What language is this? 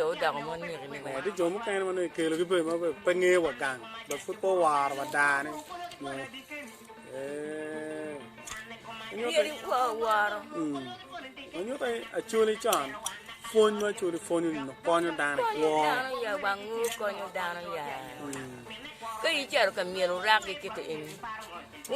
Acoli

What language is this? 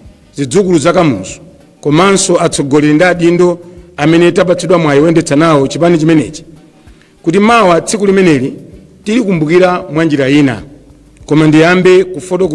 Nyanja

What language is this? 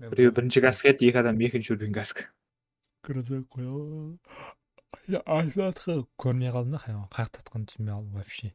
Kara-Kalpak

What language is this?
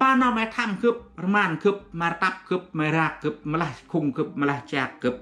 Central Mnong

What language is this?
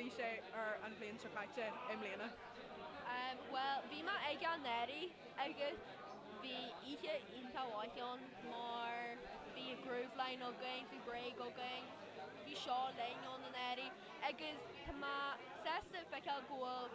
Irish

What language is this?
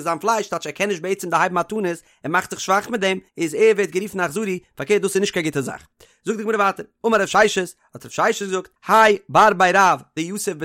Yiddish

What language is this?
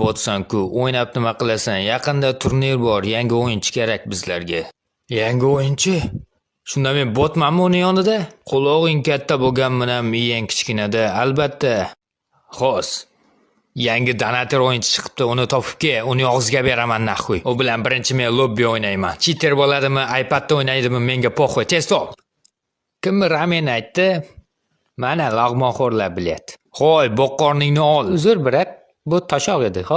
Uzbek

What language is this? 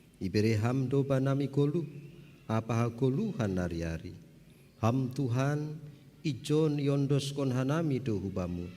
Batak Simalungun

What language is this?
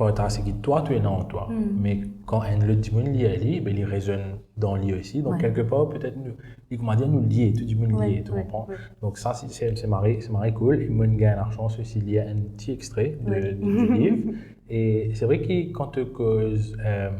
Morisyen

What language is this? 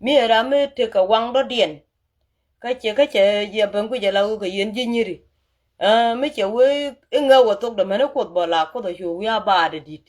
Nuer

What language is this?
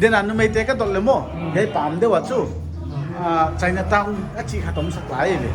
Paite Chin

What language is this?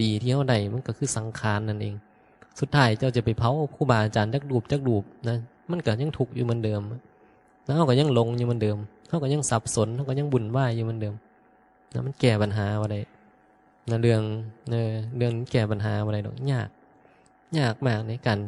Northeastern Thai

